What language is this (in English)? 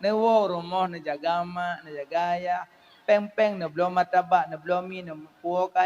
Achinese